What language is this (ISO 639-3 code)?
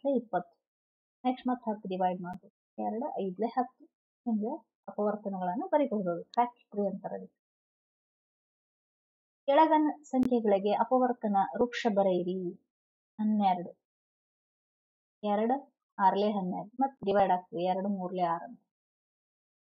kan